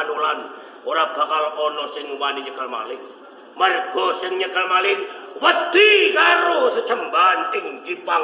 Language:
Javanese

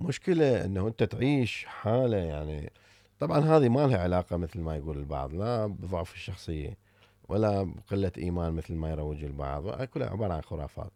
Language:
Mesopotamian Arabic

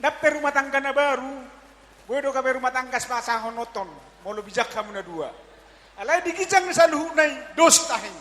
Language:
Batak Toba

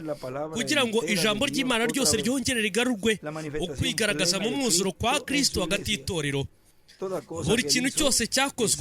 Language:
Kinyarwanda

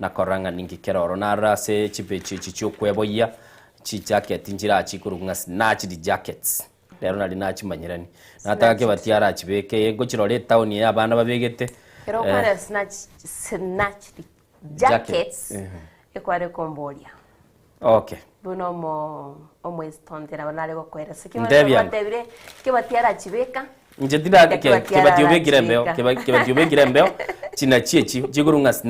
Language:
Gusii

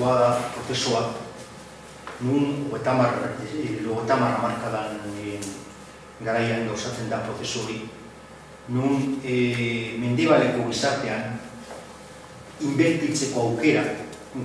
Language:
Basque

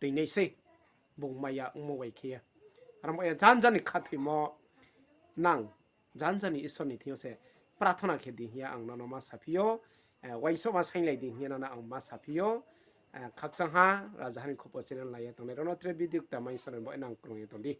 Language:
Riang (India)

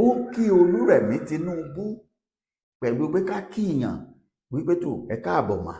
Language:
Yoruba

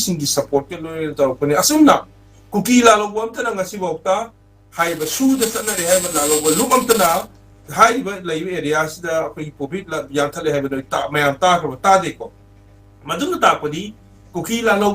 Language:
Manipuri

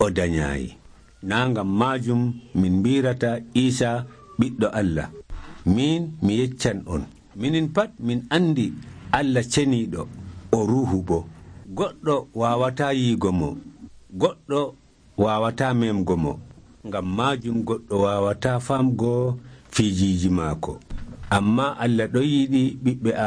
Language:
Nigerian Fulfulde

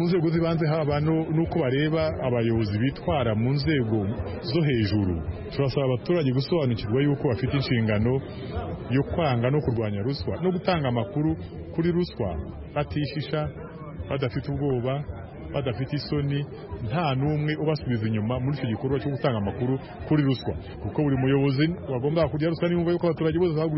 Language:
Kinyarwanda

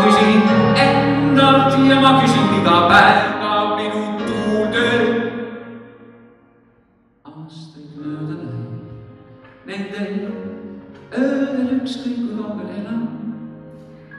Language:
Estonian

